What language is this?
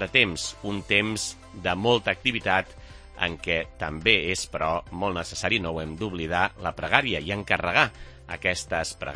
Catalan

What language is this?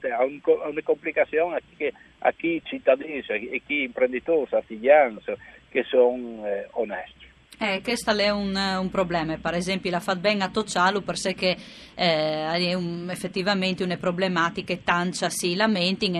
Friulian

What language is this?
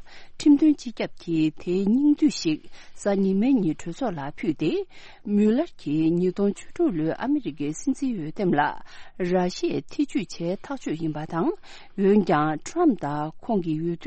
Tibetan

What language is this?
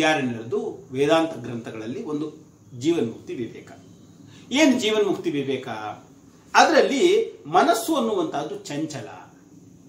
Kannada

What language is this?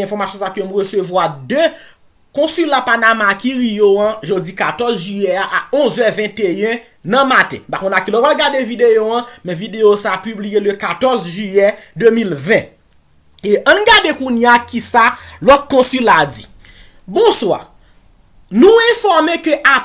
Haitian Creole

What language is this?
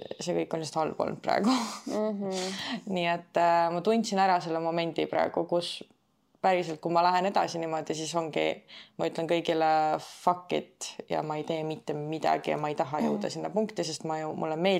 Estonian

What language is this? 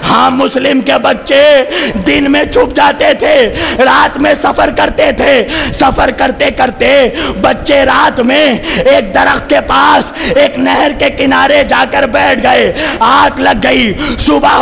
Urdu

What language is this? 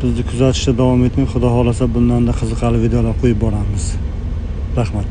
Uzbek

